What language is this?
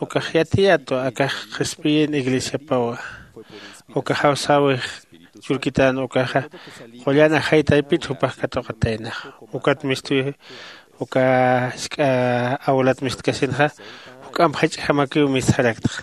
Aymara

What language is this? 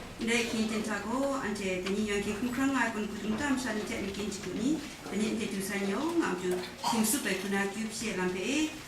Kachin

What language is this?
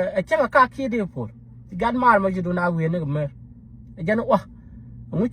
Nuer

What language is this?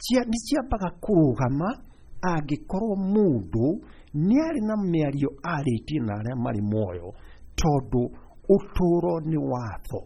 Kikuyu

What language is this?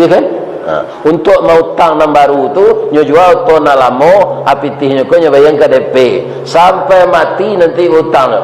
Minangkabau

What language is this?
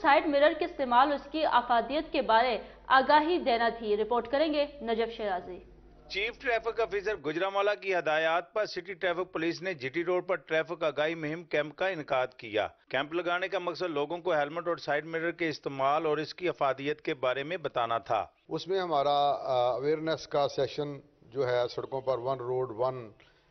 Urdu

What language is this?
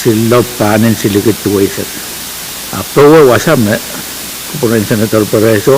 Pohnpeian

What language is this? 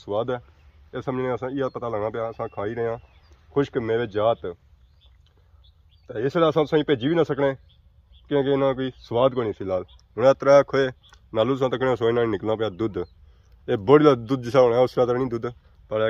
Pahari-Potwari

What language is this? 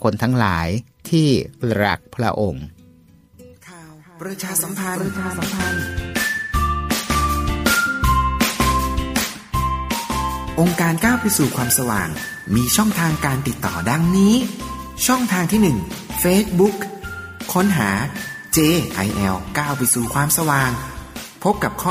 Thai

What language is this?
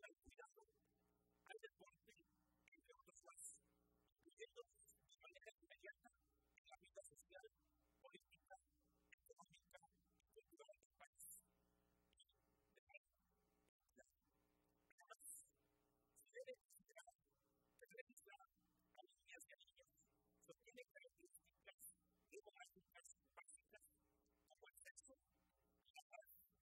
Spanish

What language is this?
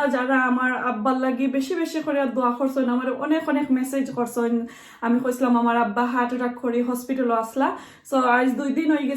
Sylheti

